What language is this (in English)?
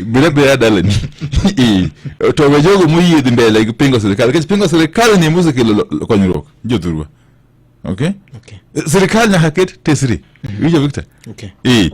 Luo (Kenya and Tanzania)